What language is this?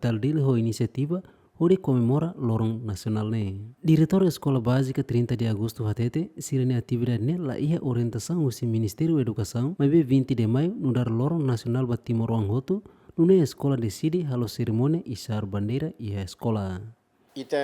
Tetum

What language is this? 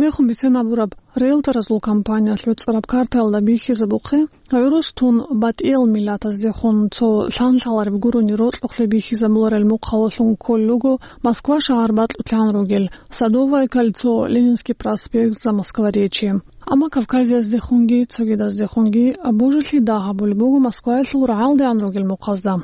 Avaric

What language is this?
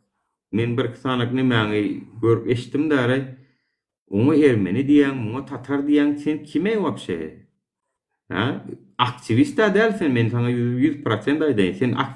Turkmen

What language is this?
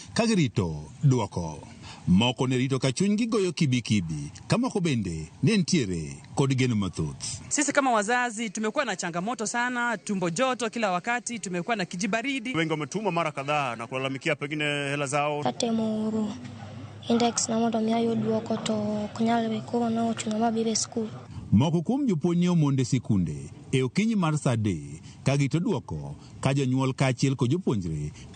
Luo (Kenya and Tanzania)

